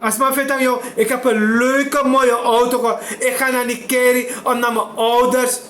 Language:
Sranan Tongo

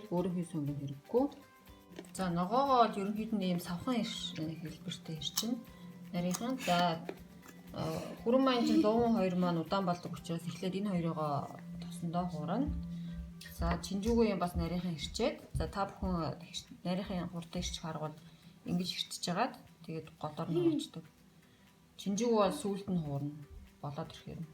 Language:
Mongolian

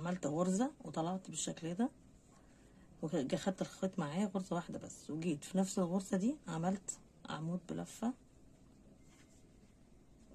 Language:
Egyptian Arabic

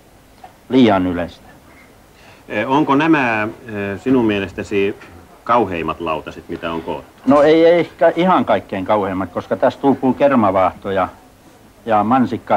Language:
Finnish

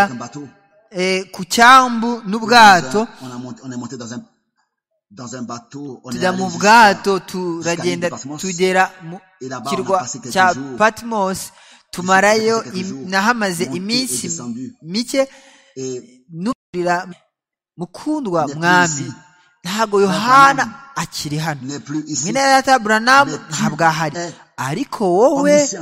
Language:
Kinyarwanda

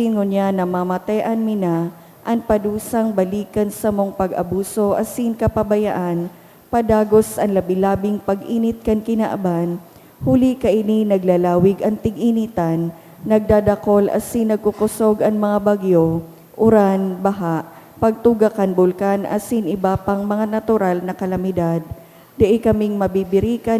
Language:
Bikol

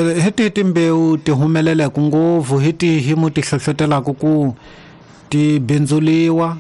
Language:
Tsonga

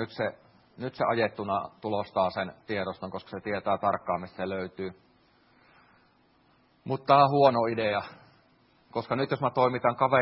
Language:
Finnish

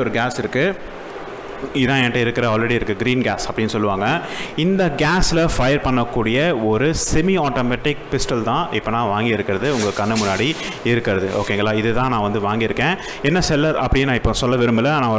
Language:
Tamil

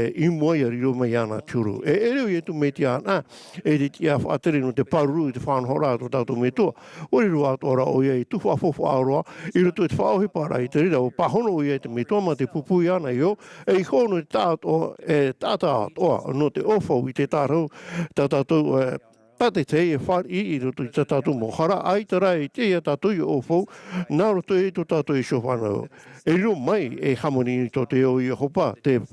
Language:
Tahitian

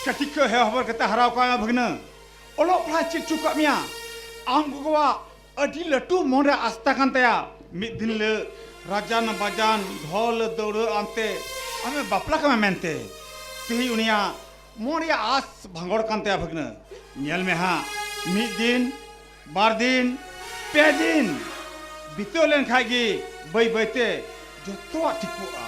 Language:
Santali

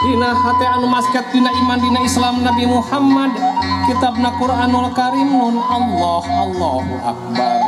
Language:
Sundanese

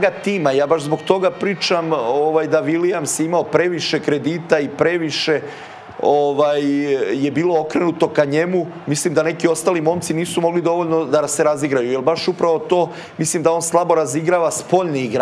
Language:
Serbian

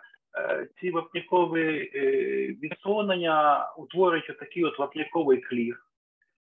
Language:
Ukrainian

